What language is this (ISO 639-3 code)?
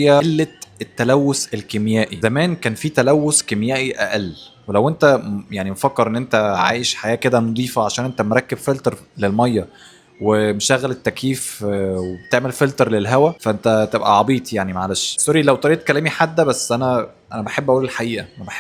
arz